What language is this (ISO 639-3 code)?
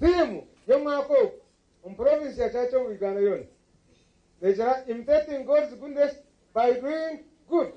nyn